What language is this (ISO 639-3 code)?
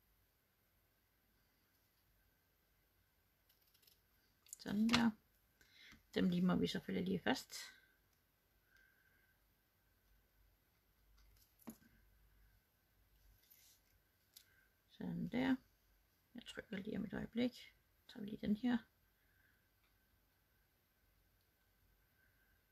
dan